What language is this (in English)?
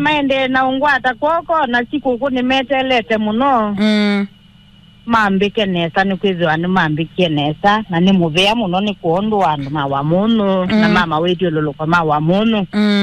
Kamba